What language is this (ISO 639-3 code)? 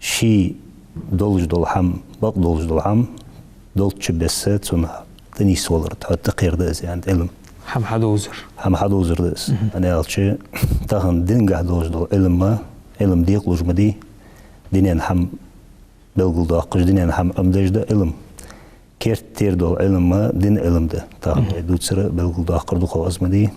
inh